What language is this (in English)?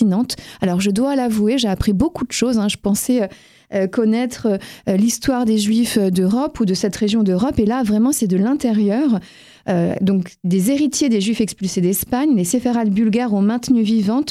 French